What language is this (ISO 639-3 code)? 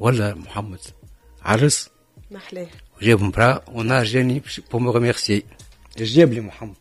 aeb